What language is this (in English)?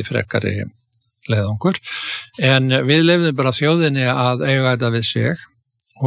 Icelandic